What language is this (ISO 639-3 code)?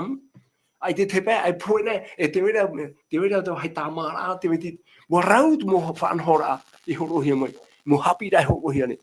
tah